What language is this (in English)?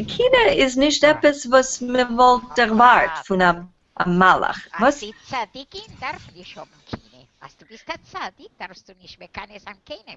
Yiddish